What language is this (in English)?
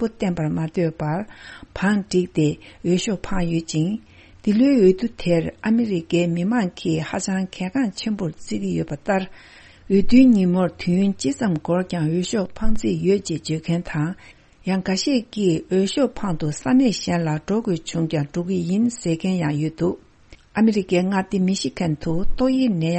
Tibetan